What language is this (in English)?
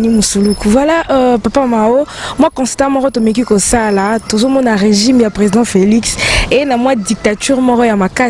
Lingala